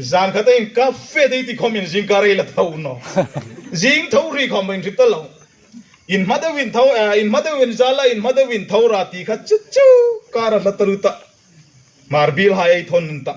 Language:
Hmar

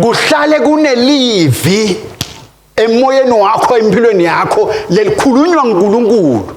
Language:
Swati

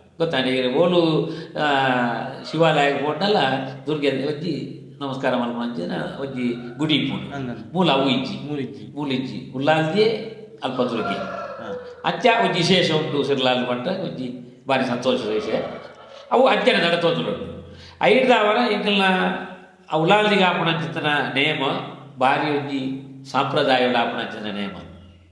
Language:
Tulu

